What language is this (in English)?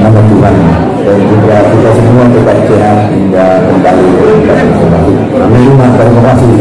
Batak Angkola